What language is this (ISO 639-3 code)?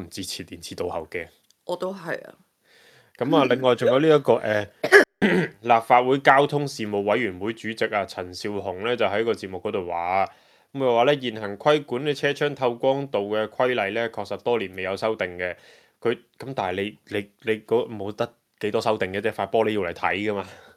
yue